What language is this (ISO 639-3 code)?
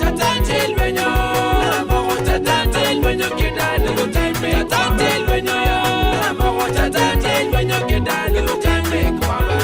ach